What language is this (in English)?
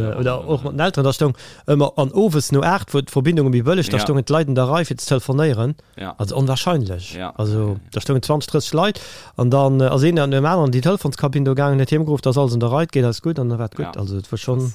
Luxembourgish